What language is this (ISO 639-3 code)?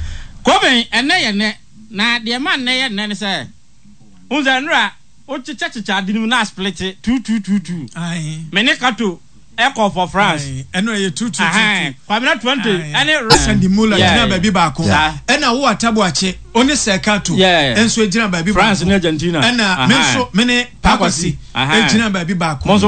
aka